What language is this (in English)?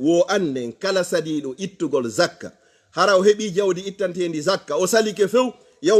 Fula